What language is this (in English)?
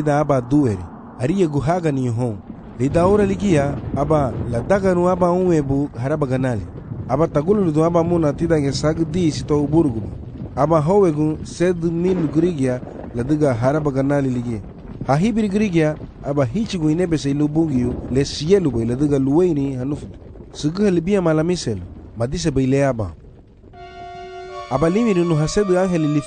Garifuna